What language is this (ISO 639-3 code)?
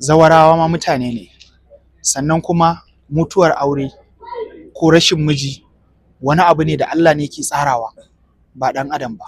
hau